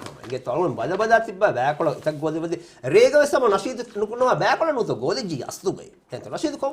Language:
Divehi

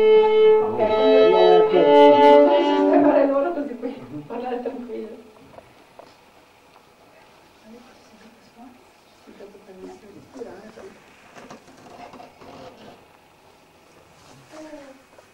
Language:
Italian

